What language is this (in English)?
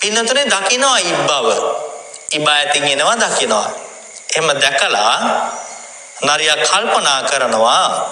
Sinhala